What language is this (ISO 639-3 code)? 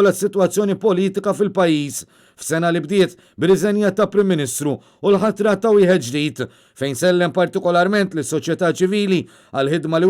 mlt